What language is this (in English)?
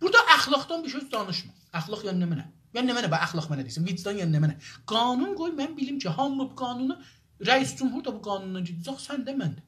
South Azerbaijani